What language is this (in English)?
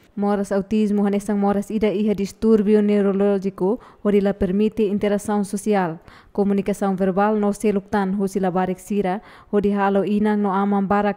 Tetum